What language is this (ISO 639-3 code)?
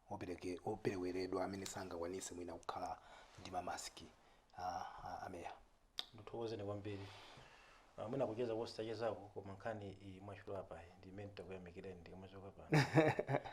nya